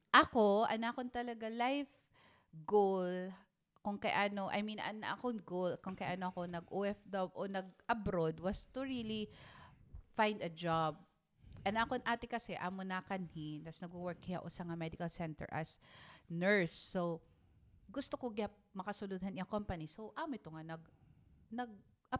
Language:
Waray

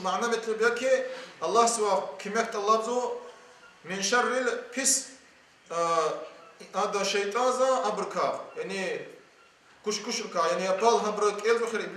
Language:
Lezghian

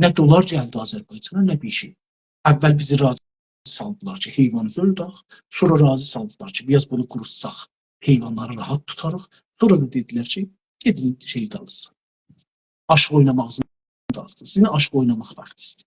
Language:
South Azerbaijani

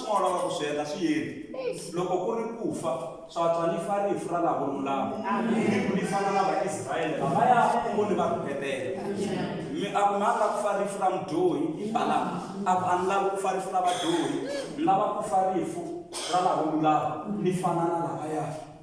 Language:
Tsonga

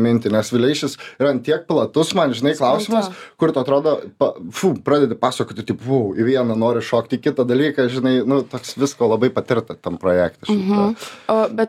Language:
Lithuanian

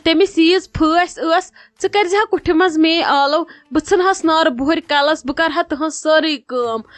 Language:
Kashmiri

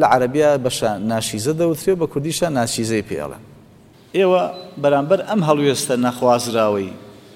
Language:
Central Kurdish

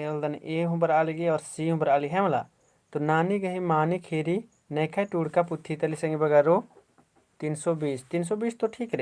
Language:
Kurukh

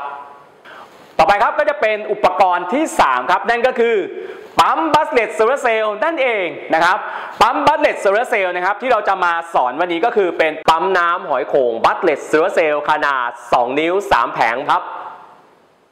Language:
Thai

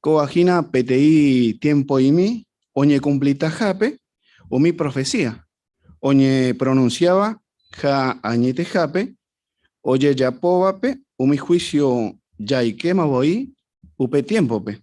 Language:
Guarani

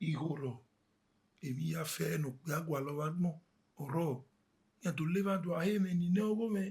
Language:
Bini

